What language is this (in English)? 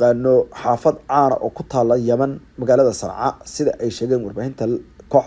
Somali